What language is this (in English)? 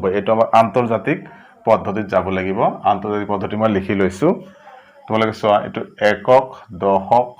Assamese